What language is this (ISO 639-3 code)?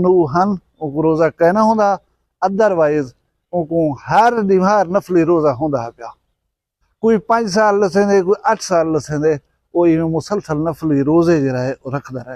skr